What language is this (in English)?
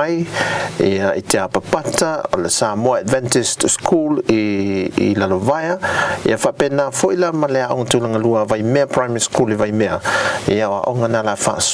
Samoan